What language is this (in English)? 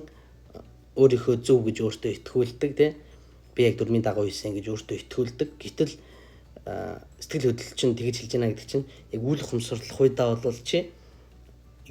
Mongolian